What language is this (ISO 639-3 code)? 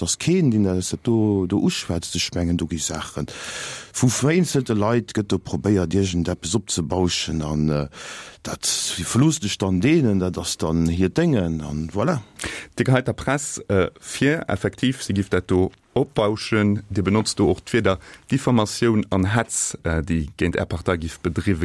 ltz